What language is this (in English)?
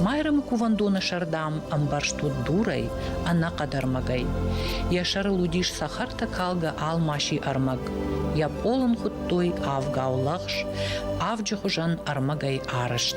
Ossetic